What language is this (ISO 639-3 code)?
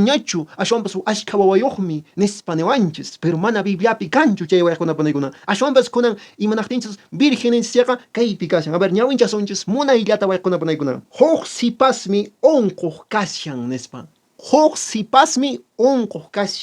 que